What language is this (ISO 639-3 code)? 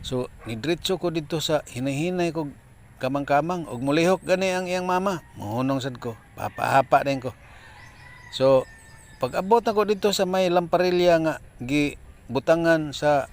ceb